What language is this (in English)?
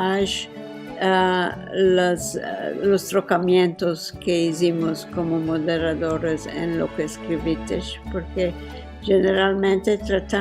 Ladino